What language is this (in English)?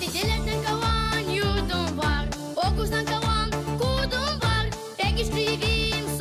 Gagauz